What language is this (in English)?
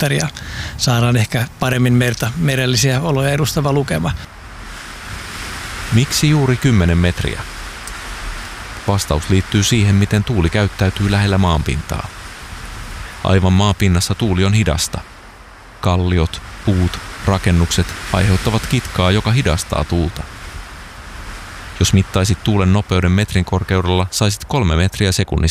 Finnish